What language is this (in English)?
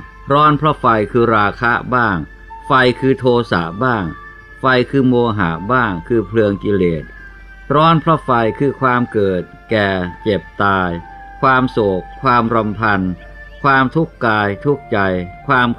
Thai